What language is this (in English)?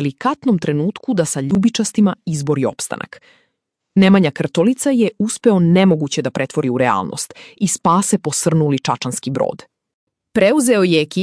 Serbian